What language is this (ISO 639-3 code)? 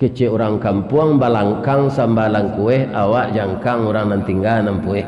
min